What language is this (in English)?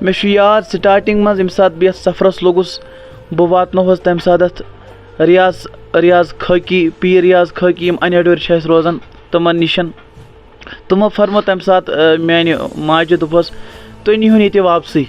Kashmiri